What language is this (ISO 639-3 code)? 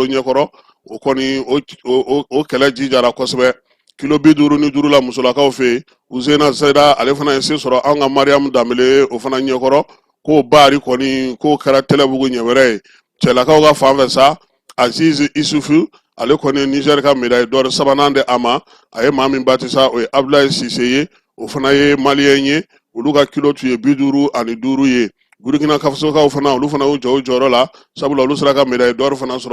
bam